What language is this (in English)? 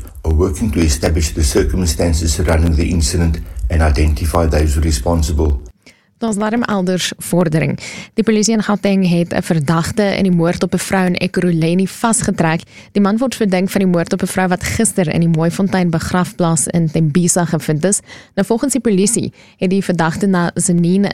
Afrikaans